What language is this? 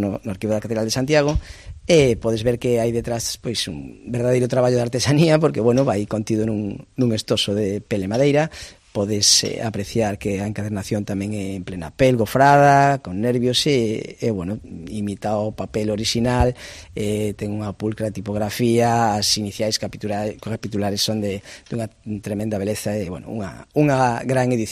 Galician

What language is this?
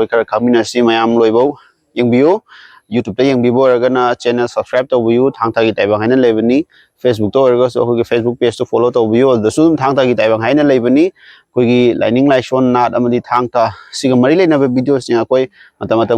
Manipuri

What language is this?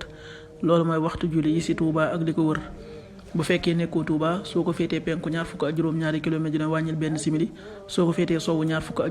Wolof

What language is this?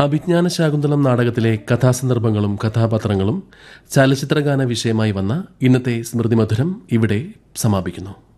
Malayalam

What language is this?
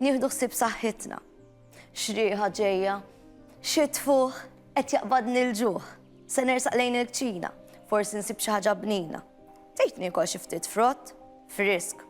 Maltese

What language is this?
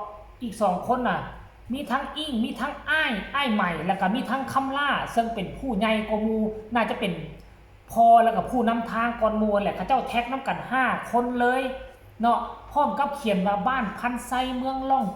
Northeastern Thai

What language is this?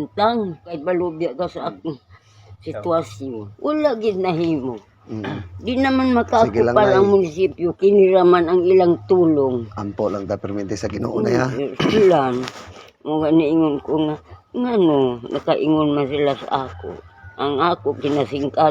Cebuano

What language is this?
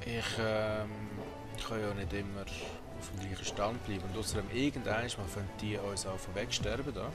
Swiss German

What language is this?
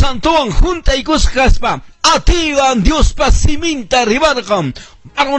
Quechua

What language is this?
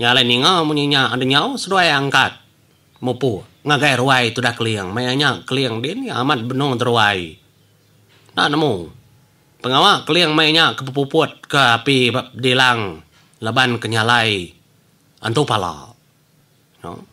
Iban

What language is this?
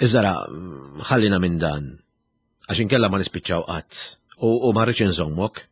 Maltese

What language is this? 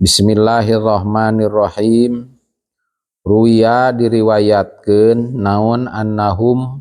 Sundanese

